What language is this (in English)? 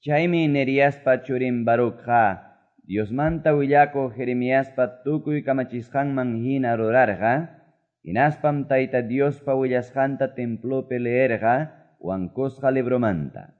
Quechua